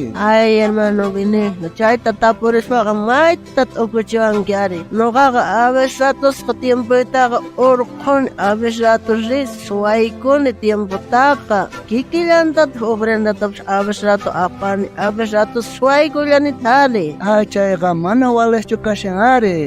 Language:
South Bolivian Quechua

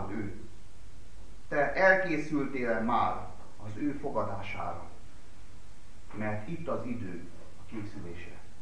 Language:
Hungarian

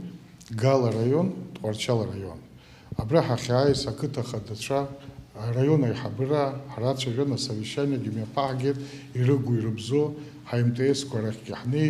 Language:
Abkhazian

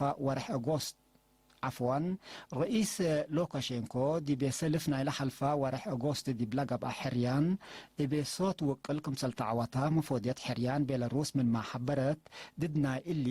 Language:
Tigre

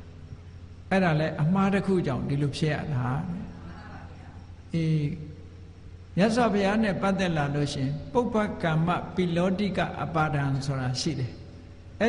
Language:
Burmese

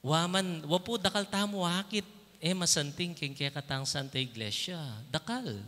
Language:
Pampanga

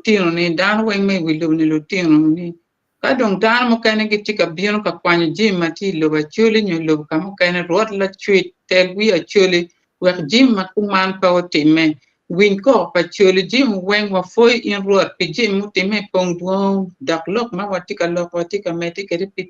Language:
Acoli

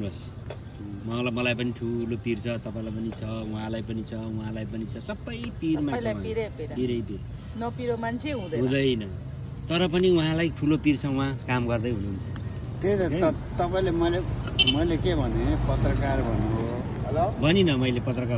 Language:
Nepali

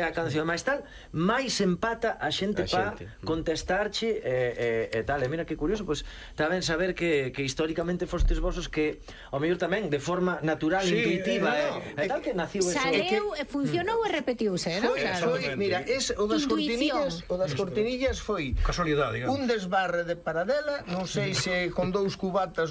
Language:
Galician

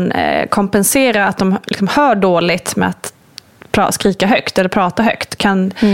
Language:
Swedish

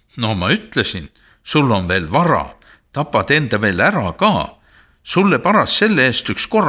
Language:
Estonian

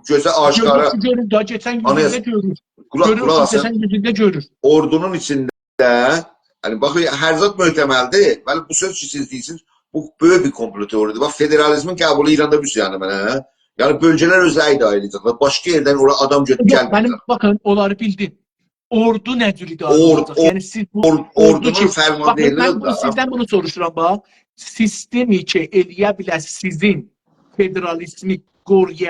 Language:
South Azerbaijani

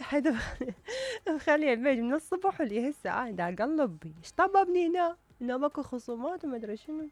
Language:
Mesopotamian Arabic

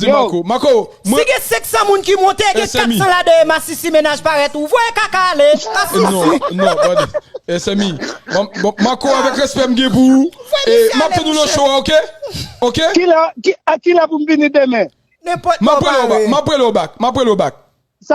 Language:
Haitian Creole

